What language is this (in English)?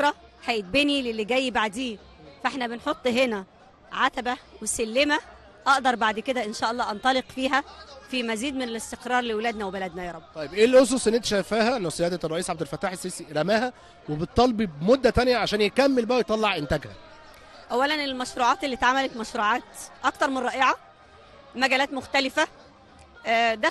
Egyptian Arabic